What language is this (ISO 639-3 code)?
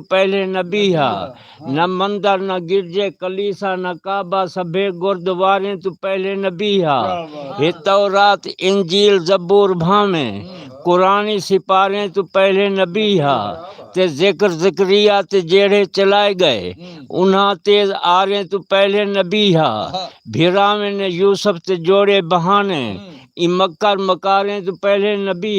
skr